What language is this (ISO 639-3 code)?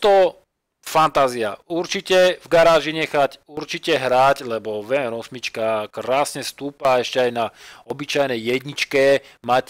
slk